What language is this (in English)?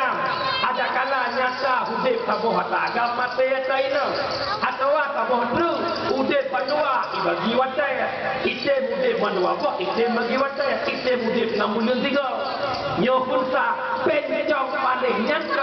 Achinese